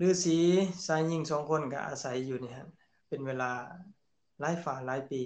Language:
Lao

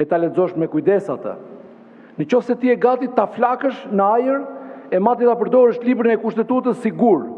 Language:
Albanian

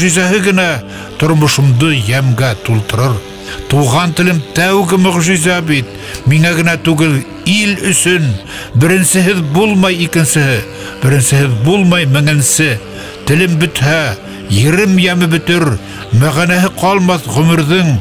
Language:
Bashkir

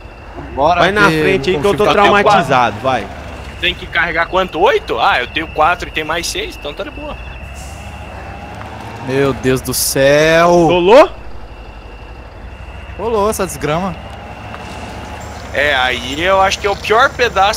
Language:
Portuguese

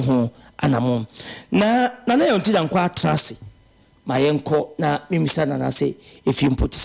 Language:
Akan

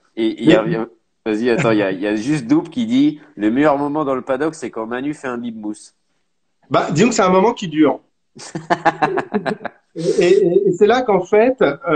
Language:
French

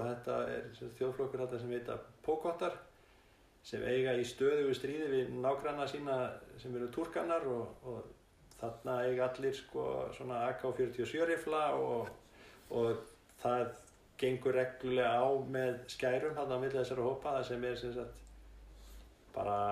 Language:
Icelandic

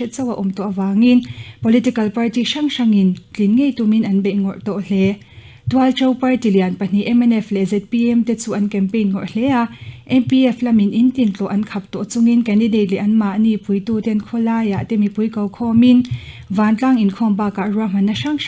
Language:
Mizo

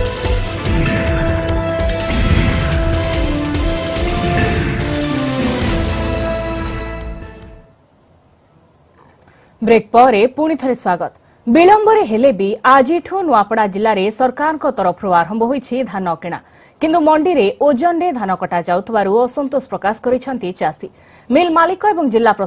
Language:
Odia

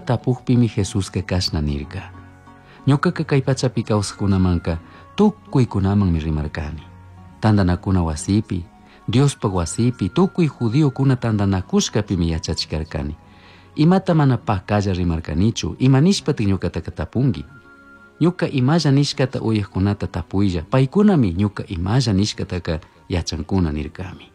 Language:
Chimborazo Highland Quichua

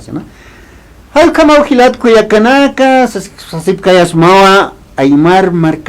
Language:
Aymara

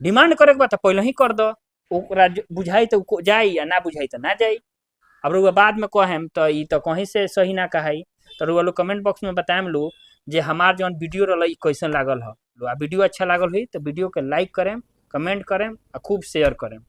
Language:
Bhojpuri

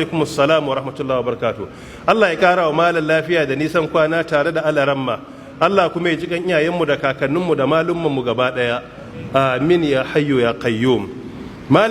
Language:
Hausa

